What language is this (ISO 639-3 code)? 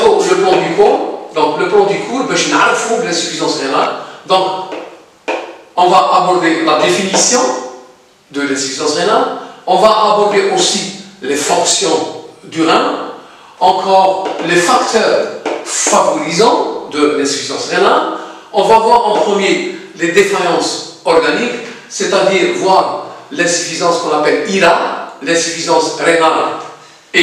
fra